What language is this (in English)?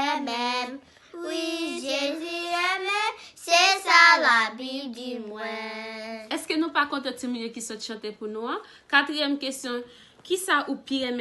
Haitian Creole